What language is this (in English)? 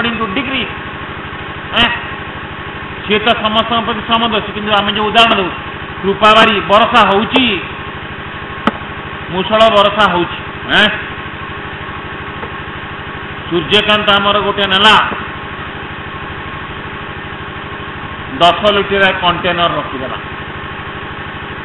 Odia